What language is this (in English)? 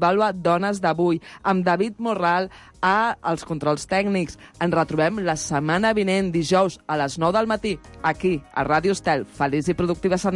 Catalan